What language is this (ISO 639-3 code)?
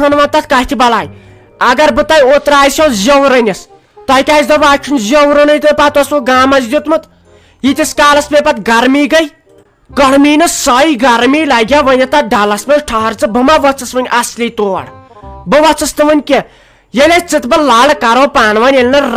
kas